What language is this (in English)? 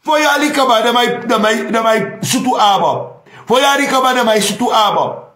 Sranan Tongo